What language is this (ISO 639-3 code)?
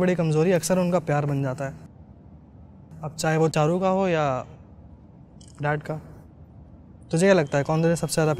hin